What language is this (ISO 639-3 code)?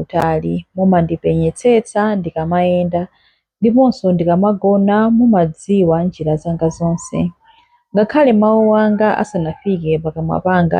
nya